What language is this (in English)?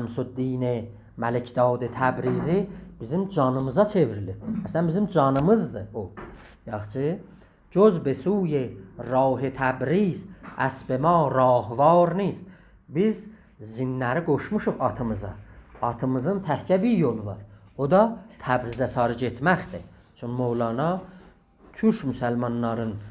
South Azerbaijani